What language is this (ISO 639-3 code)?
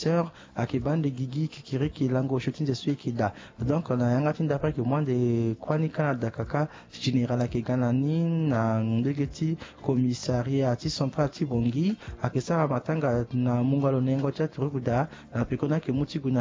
sag